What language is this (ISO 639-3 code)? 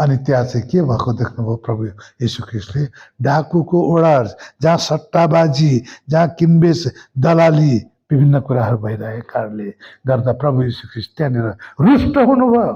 nep